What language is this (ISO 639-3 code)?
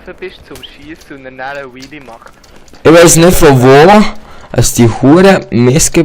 gsw